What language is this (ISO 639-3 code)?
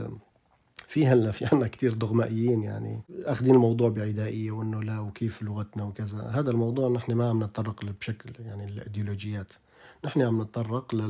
apc